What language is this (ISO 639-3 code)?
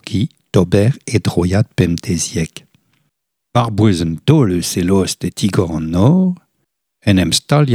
bre